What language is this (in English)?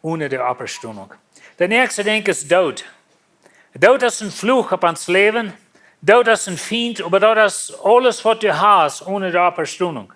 Plautdietsch